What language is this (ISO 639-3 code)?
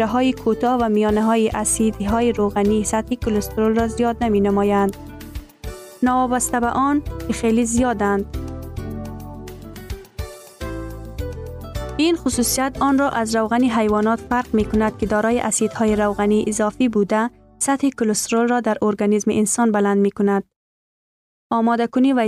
fas